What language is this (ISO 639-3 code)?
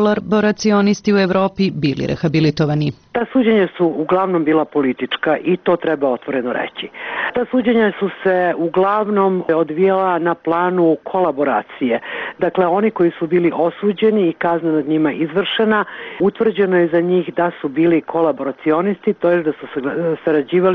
srp